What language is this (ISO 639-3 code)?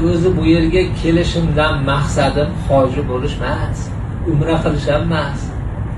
uzb